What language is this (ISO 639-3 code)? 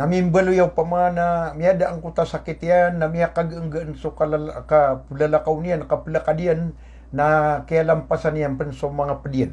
mrw